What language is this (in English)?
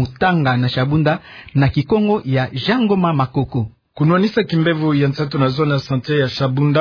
Kituba (Democratic Republic of Congo)